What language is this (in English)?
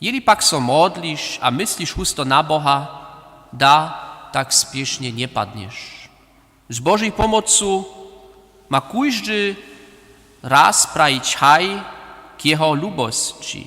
Upper Sorbian